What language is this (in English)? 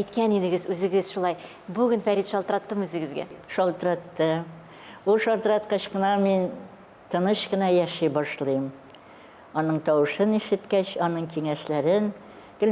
Tatar